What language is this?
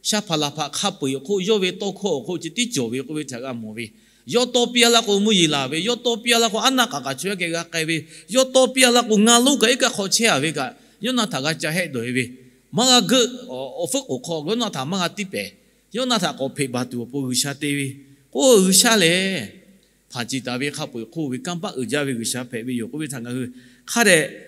Lahu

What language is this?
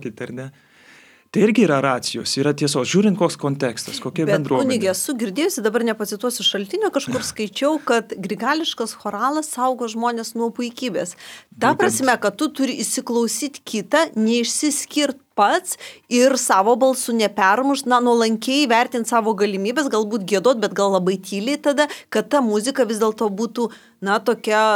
Lithuanian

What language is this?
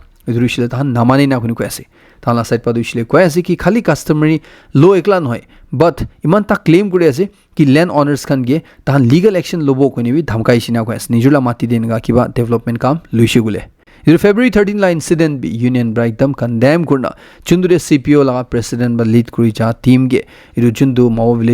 Naga Pidgin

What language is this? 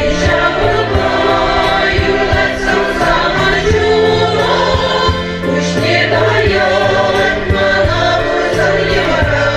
Chuvash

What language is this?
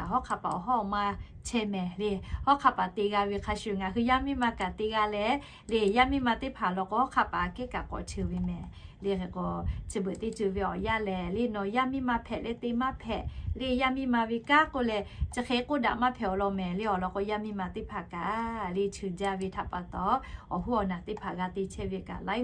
Lahu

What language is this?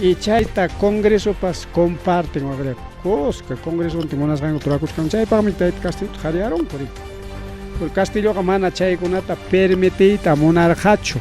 Ayacucho Quechua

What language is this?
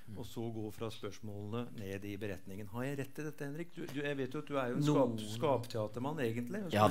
Norwegian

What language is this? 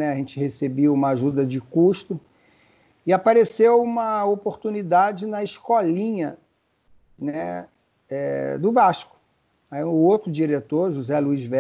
Portuguese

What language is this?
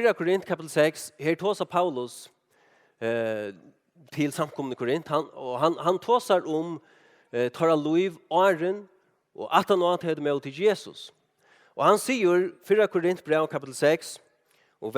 Faroese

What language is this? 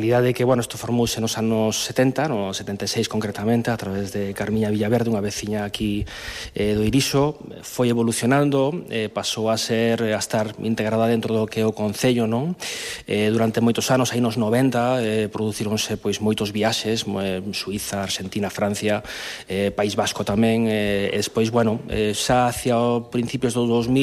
Galician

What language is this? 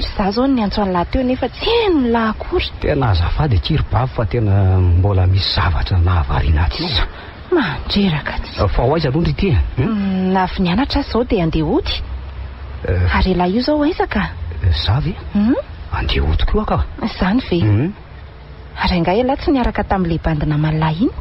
Malagasy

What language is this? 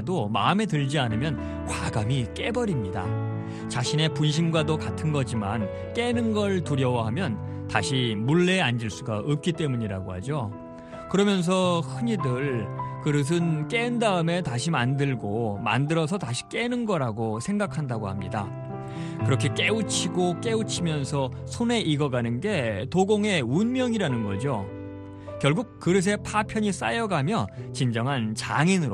Korean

